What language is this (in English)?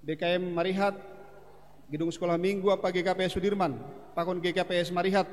Batak Simalungun